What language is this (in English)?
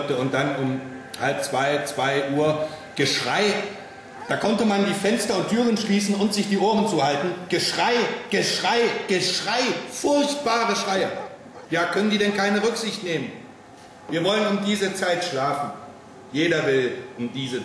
German